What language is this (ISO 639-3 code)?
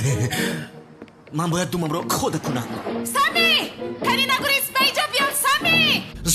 tgk